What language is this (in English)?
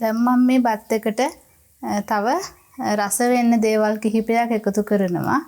Sinhala